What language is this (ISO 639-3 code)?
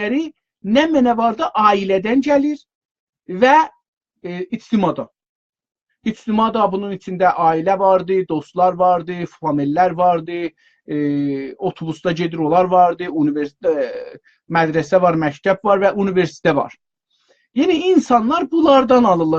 azb